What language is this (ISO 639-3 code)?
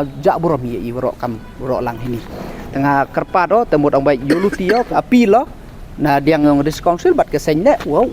pbv